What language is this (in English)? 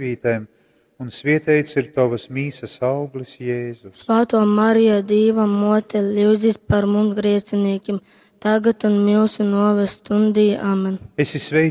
Latgalian